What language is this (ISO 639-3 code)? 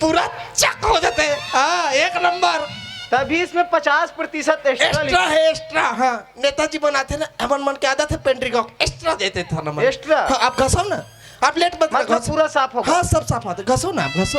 hne